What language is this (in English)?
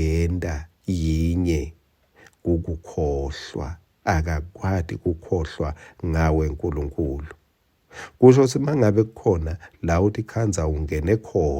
Swati